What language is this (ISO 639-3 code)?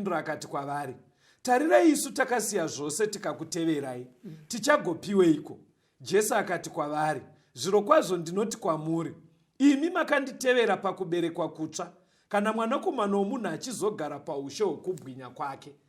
sna